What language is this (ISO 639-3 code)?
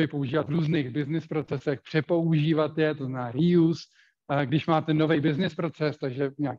ces